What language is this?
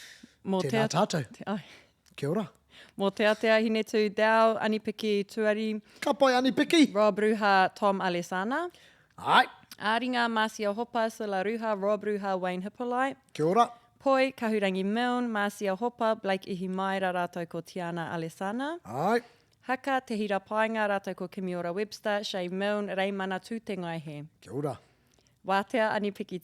Māori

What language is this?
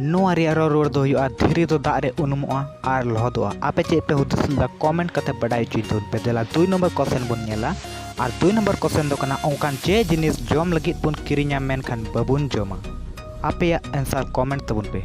Santali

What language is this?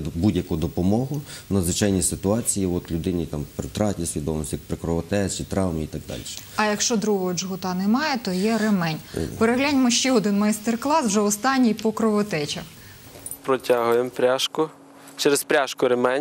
Ukrainian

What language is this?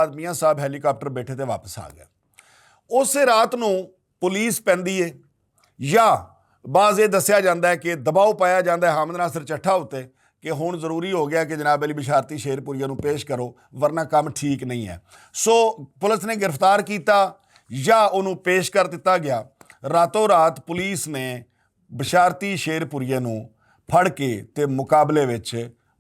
Western Panjabi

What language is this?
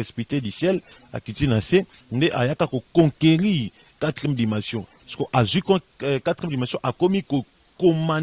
Lingala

